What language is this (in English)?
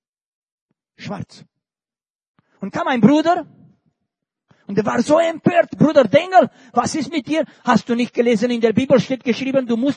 German